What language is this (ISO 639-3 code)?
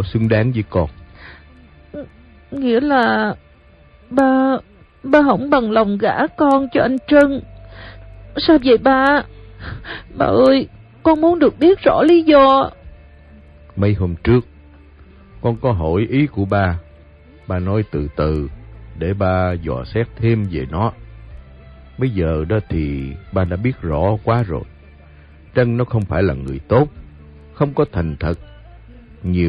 vie